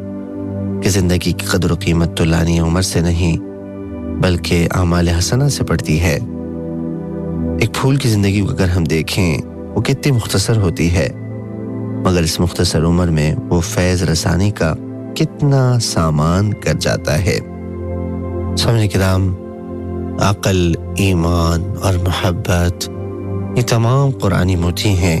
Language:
Urdu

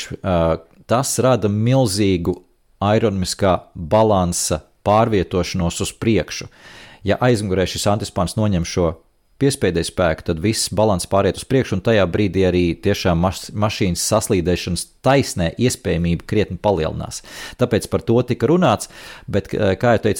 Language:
Latvian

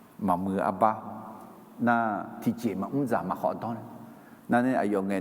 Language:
Akha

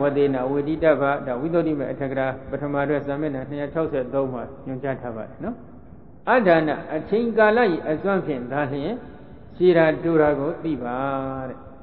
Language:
Burmese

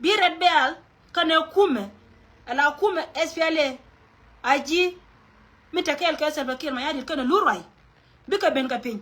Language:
Nuer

